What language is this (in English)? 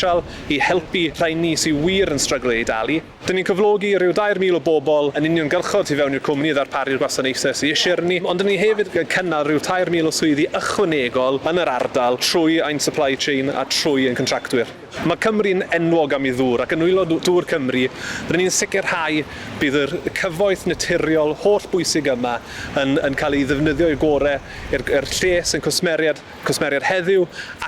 Welsh